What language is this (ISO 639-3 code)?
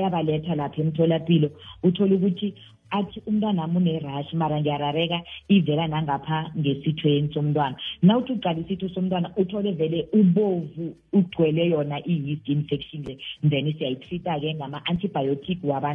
nbl